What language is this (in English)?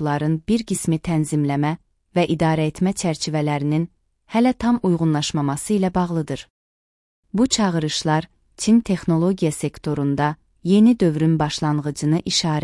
Azerbaijani